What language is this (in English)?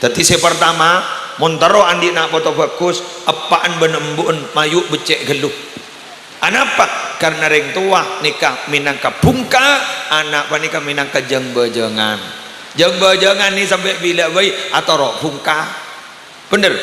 Madurese